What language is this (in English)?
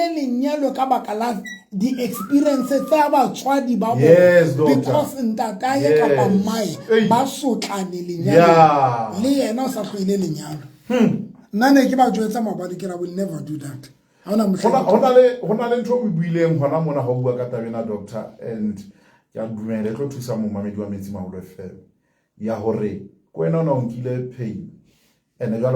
Southern Sotho